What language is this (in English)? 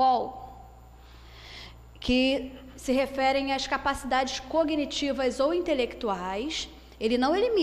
Portuguese